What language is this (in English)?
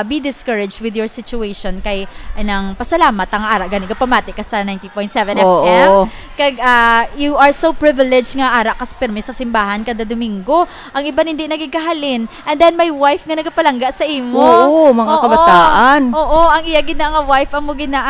Hiligaynon